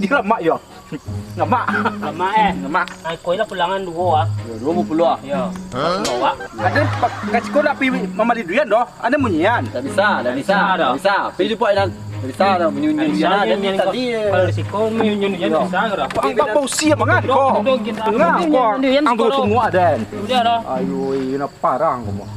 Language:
Minangkabau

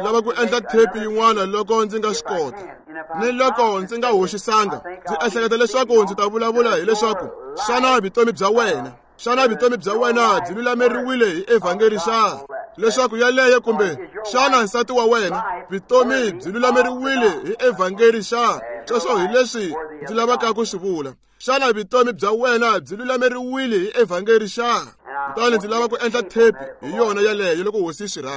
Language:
Tsonga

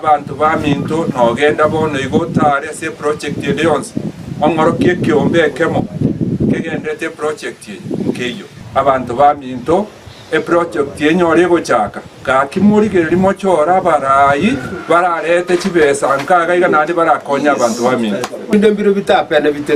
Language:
Gusii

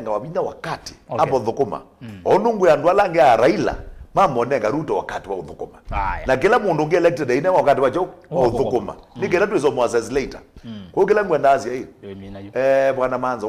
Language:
Kamba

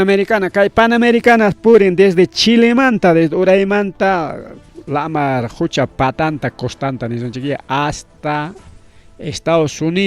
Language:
Ayacucho Quechua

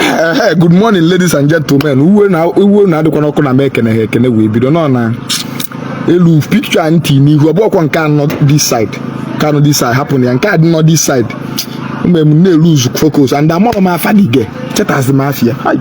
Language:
Igbo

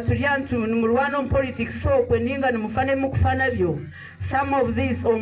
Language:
Nyankole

